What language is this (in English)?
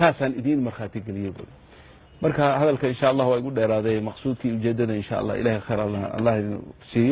Somali